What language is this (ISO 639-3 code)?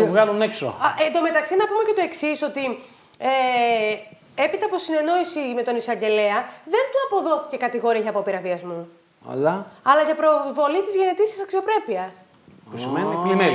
ell